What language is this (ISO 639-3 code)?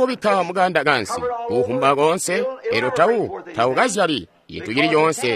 toi